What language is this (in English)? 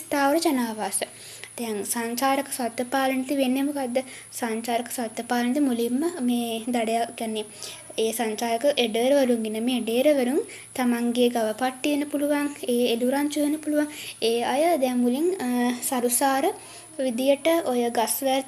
Sinhala